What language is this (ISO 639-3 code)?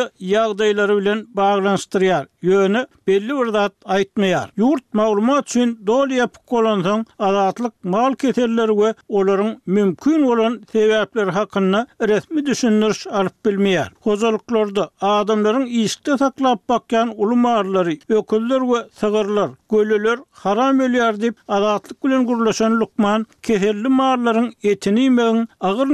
tuk